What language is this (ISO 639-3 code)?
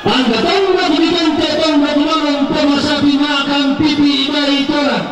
sda